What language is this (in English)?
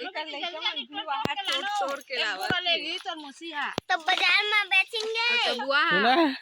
Chhattisgarhi